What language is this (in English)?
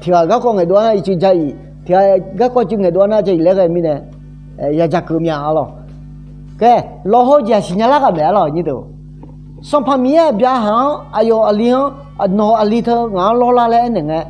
Akha